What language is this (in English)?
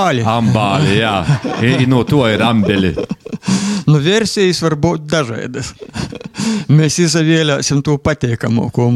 Latvian